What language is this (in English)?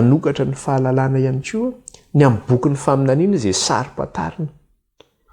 Malagasy